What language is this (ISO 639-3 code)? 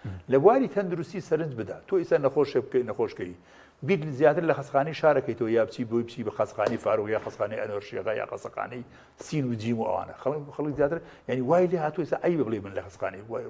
ckb